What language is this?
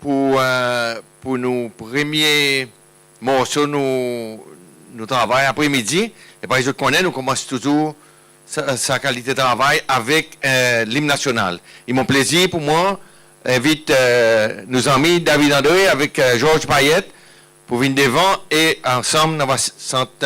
Seselwa Creole French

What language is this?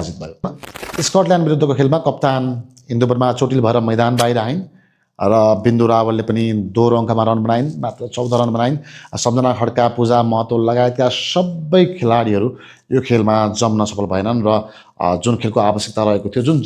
Nepali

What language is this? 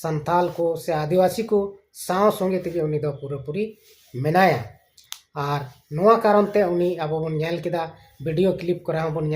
Santali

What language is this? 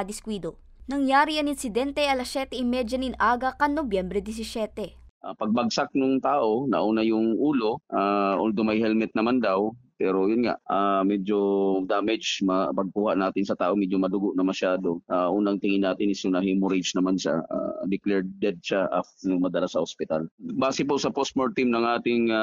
Bikol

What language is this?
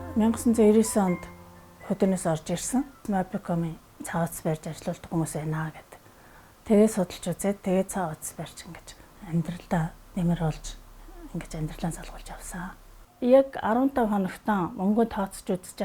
Mongolian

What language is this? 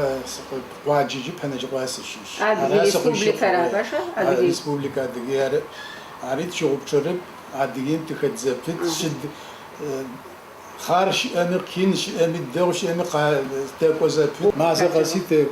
Kabardian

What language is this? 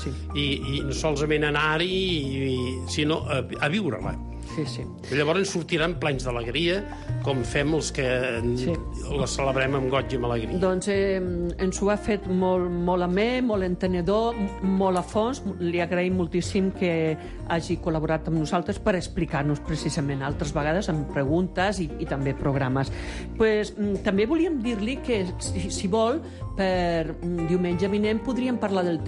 Catalan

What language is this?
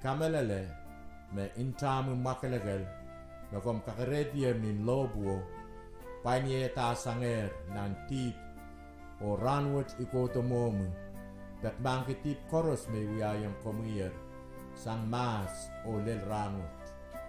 Pohnpeian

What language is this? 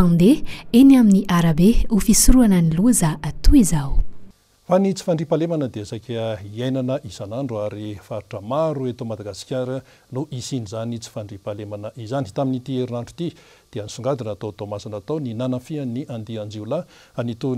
Malagasy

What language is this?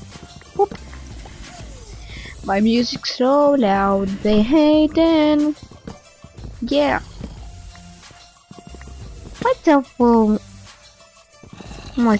Romanian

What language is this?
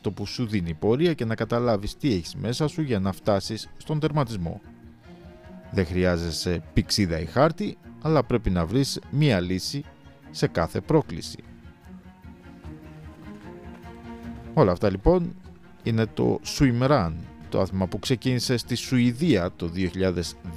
Greek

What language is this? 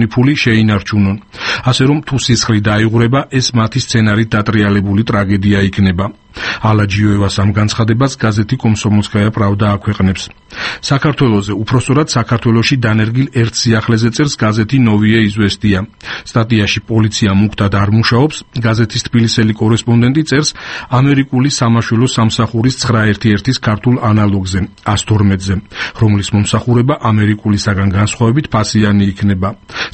Georgian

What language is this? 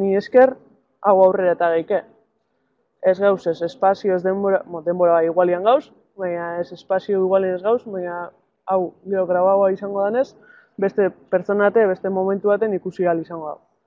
Basque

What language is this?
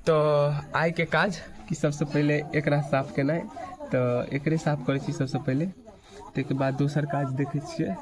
Maithili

